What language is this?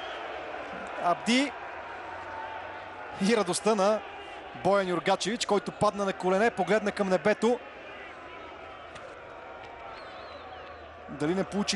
Bulgarian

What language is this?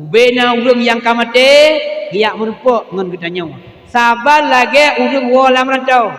Achinese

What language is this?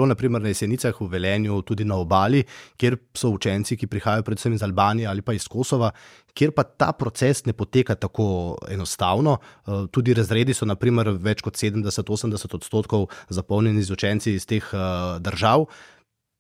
Slovenian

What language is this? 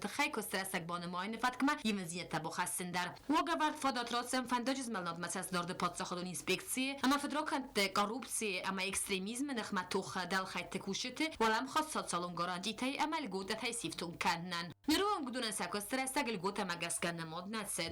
Ossetic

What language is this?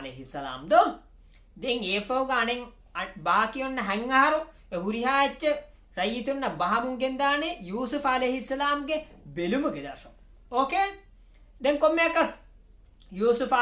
Divehi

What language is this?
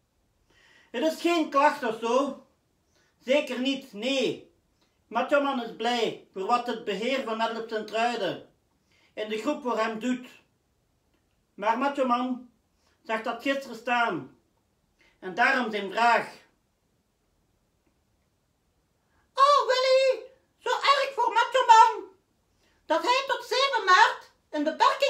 Dutch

